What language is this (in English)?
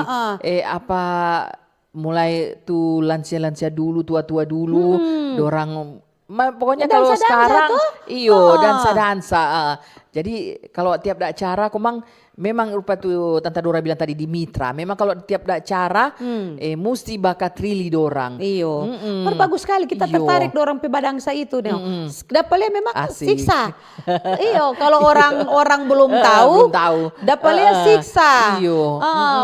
Manado Malay